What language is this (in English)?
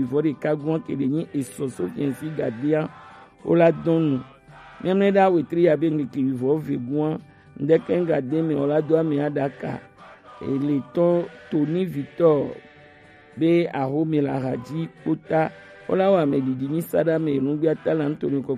Gen